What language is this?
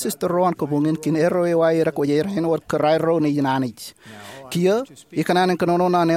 Marshallese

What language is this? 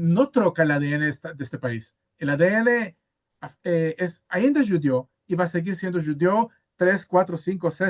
Ladino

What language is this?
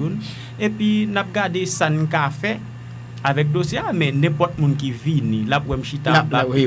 Haitian Creole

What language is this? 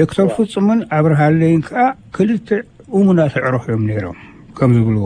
Tigrinya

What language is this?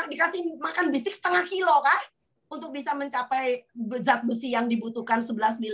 Indonesian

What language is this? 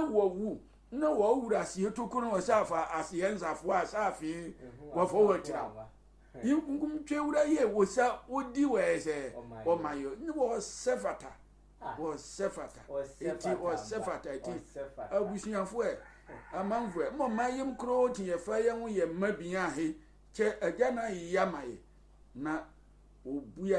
Sehwi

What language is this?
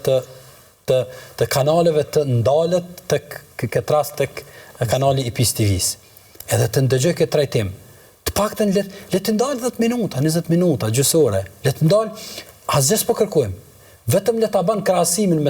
Albanian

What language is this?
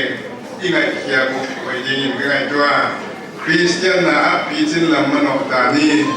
Paite Chin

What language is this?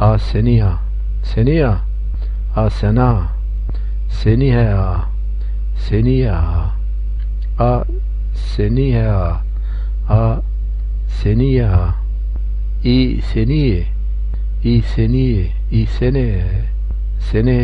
Zaza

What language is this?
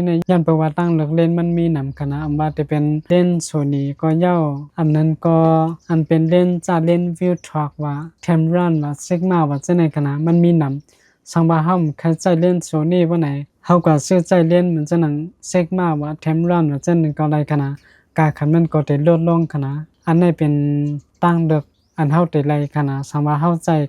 Shan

